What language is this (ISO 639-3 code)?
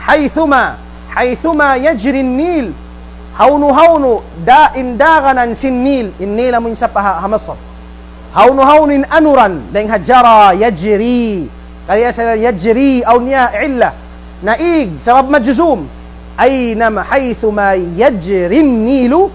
tsg